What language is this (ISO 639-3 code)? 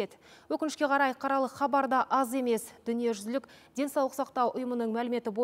kaz